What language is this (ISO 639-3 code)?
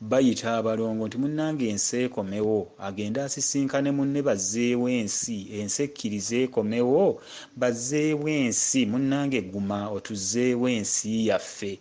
lug